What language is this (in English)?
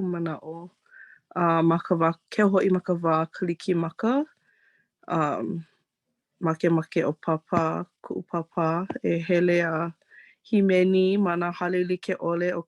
Hawaiian